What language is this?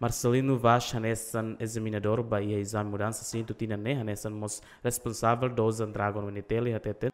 Tetum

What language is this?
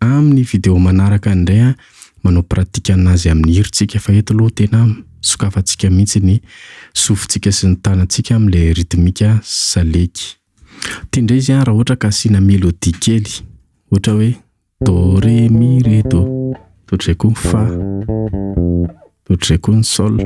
Malagasy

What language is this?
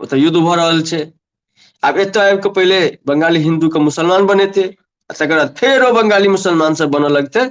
Maithili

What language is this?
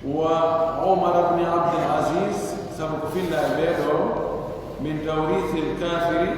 Pular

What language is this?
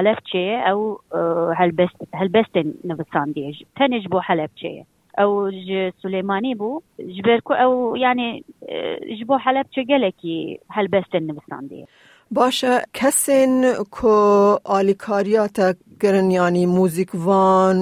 Kurdish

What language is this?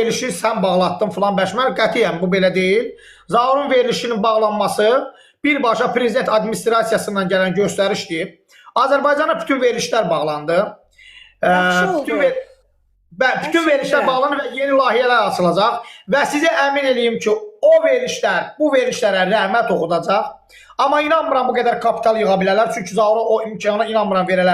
Azerbaijani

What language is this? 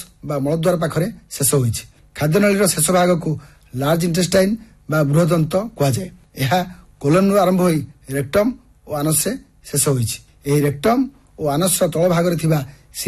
Odia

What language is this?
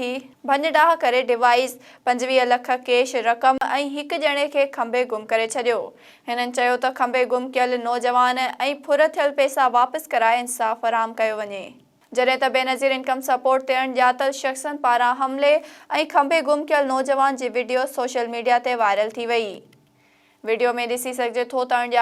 Sindhi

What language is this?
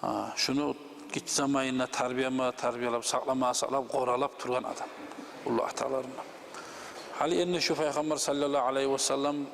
Kumyk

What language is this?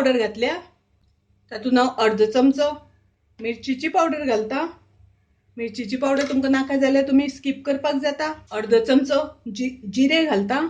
Konkani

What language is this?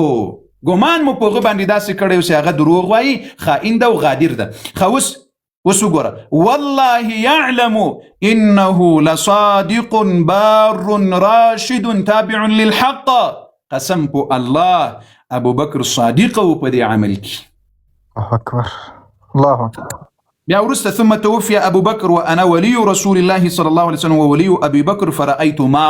Pashto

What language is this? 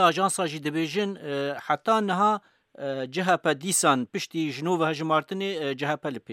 Kurdish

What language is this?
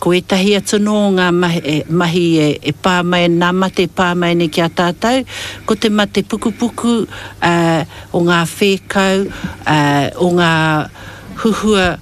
Māori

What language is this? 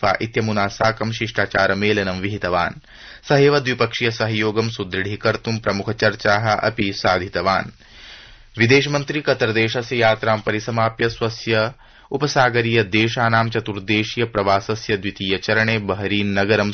Sanskrit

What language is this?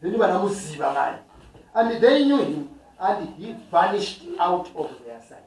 Nyanja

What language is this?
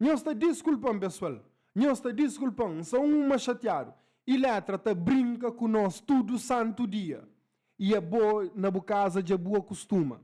Kabuverdianu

